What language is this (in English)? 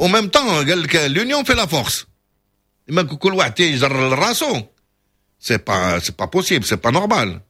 Moroccan Arabic